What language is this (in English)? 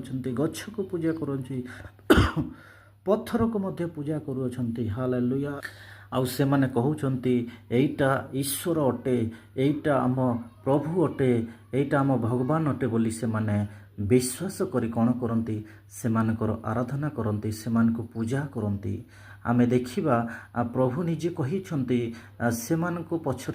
Odia